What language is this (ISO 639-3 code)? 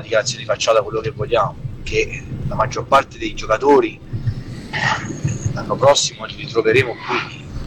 ita